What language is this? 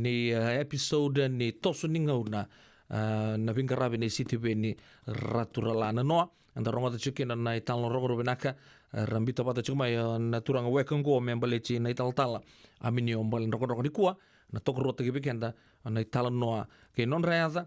Fijian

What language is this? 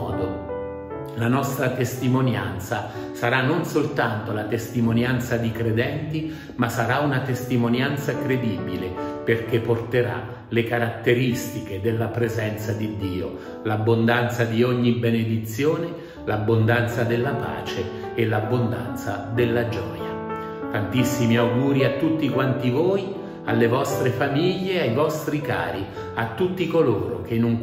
Italian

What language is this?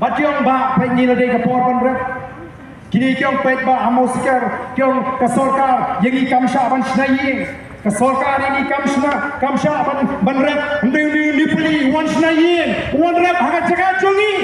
Khasi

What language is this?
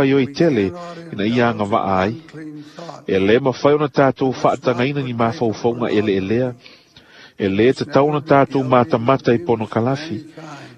Samoan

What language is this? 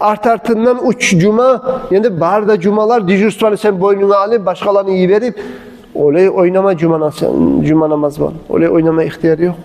Kumyk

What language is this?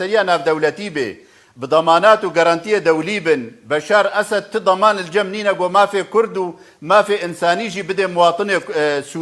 Kurdish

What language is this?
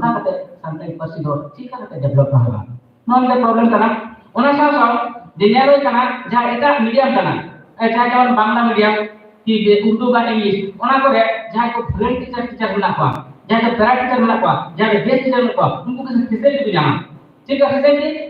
Santali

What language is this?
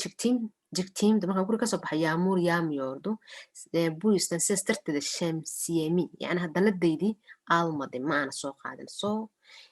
Somali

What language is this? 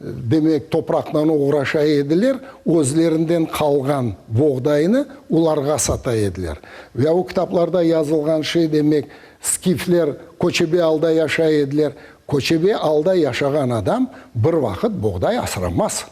Crimean Tatar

